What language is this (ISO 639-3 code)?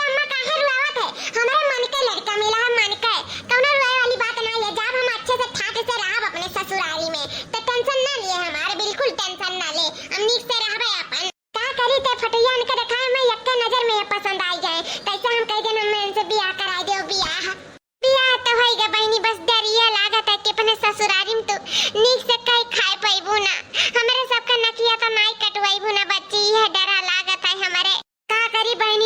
awa